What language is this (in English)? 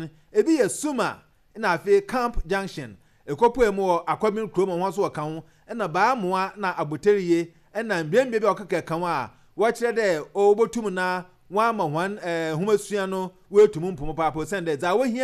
Akan